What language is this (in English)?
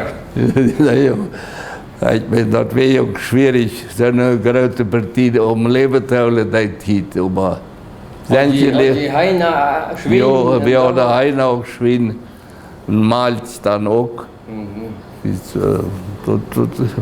Plautdietsch